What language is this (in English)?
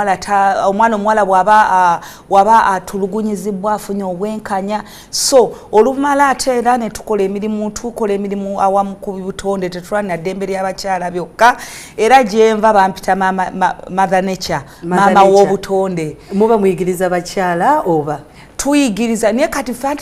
Ganda